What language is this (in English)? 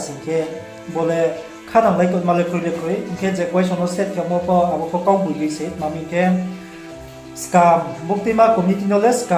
Riang (India)